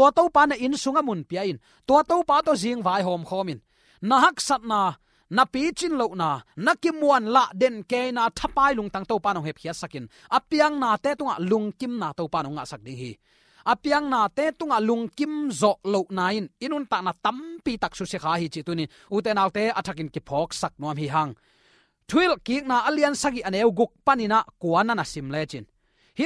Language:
Tedim Chin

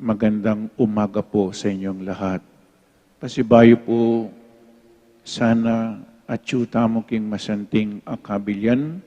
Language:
Pampanga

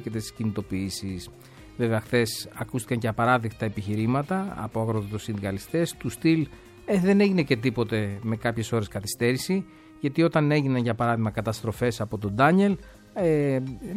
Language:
Greek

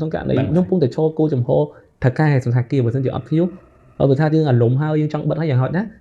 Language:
Khmer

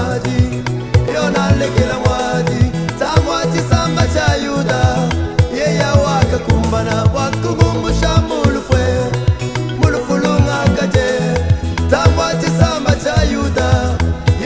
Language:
Luba-Lulua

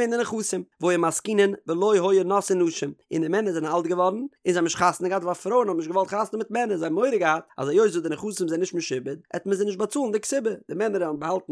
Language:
Yiddish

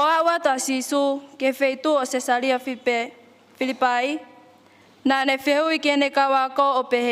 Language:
Tongan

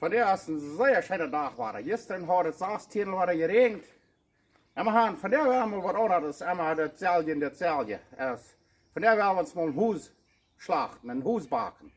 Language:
Plautdietsch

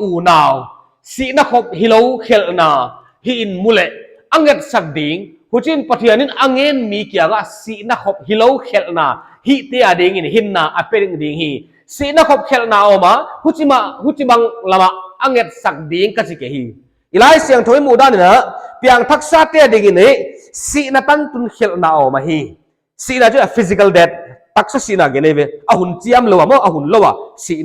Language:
Paite Chin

